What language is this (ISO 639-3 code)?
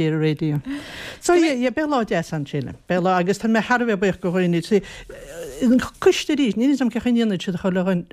gle